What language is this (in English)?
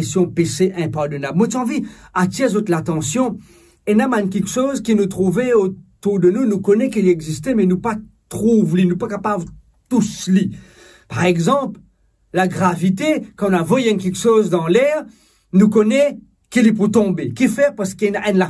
Morisyen